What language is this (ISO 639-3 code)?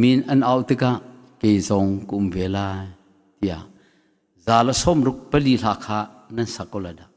cnh